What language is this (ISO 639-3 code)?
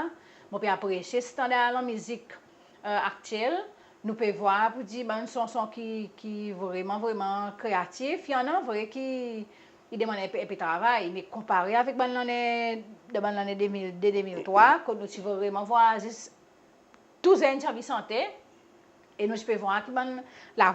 crs